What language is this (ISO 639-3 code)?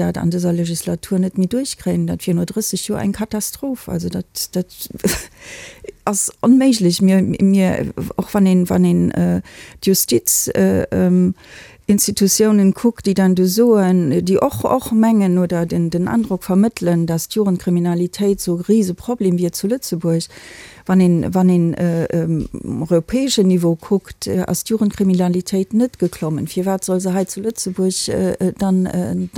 ltz